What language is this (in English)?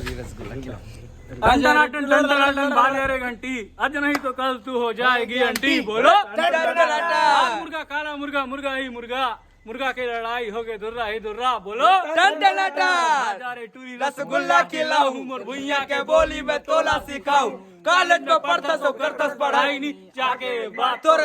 Chhattisgarhi